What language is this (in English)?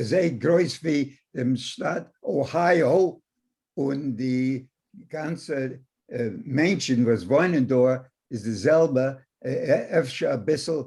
Yiddish